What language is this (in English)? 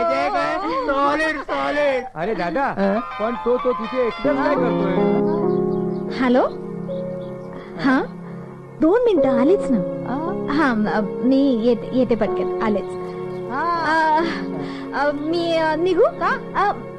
Marathi